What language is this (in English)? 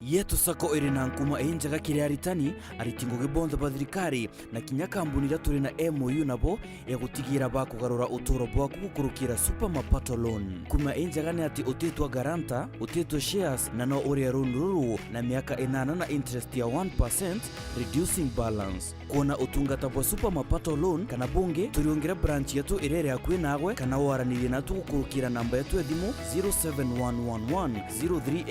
Meru